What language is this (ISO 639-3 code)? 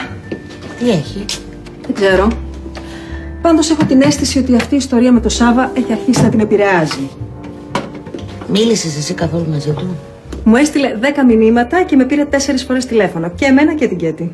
ell